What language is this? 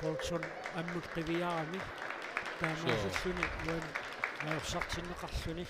Kalaallisut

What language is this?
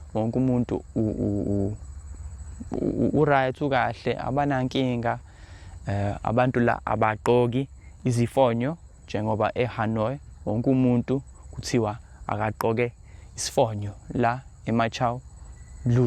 Zulu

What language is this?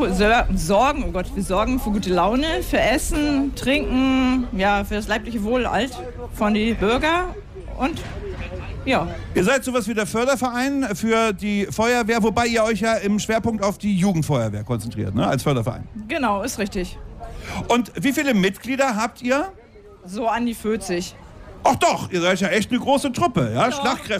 German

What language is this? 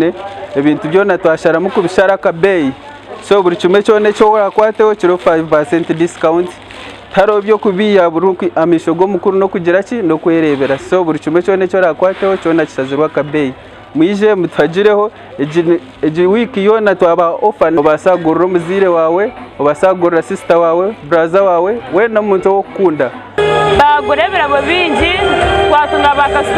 Nyankole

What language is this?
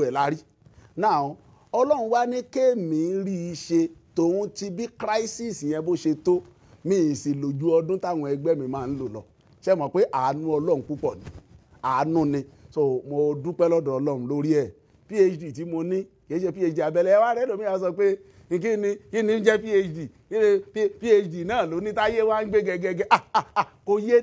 Yoruba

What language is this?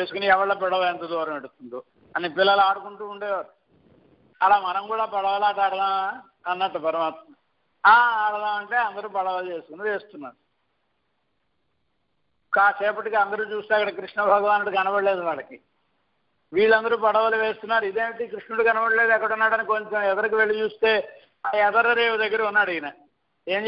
Telugu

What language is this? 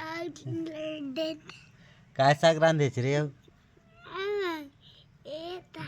Chhattisgarhi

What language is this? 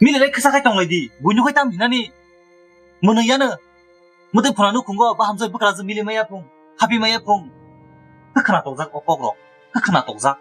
Kok Borok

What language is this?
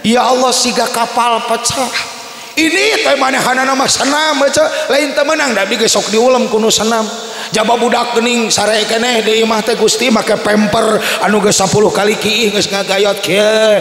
Sundanese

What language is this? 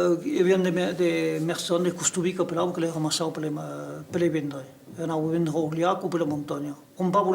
Occitan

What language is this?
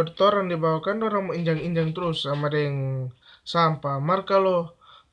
Manado Malay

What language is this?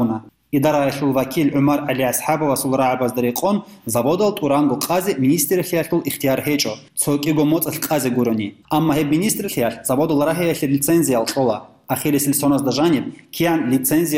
Avaric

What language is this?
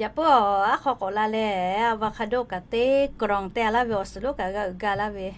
Lahu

